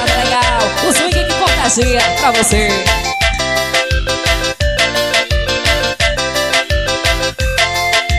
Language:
Portuguese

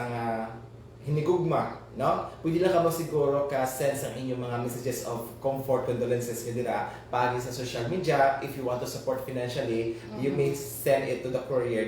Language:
Hiligaynon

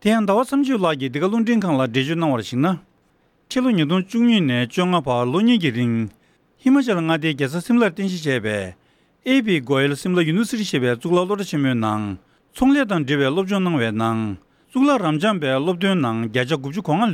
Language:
Tibetan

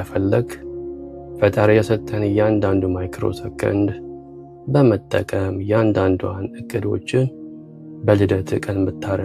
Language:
Amharic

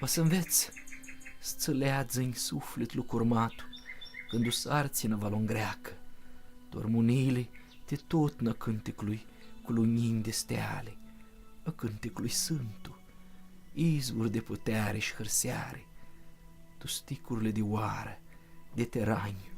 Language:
Aromanian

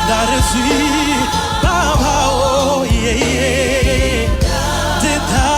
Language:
Venda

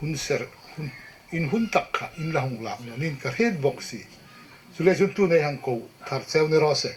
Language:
Hmar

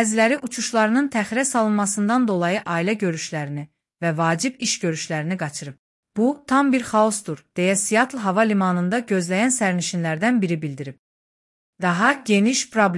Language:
Azerbaijani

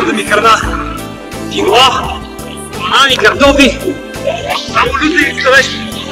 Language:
Bulgarian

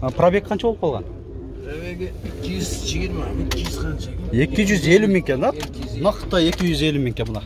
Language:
Kyrgyz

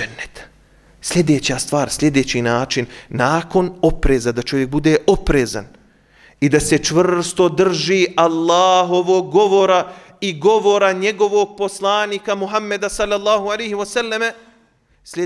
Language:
Bosnian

